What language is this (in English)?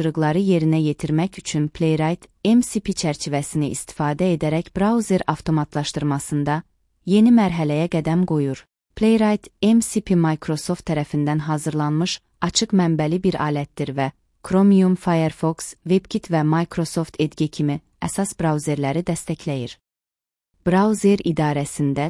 Azerbaijani